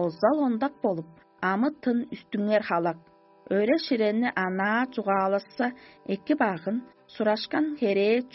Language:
Tuvinian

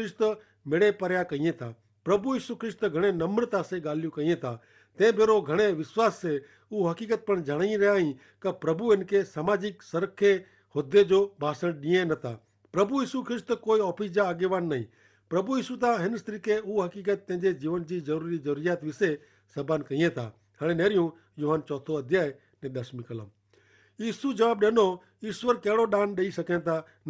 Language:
Kachhi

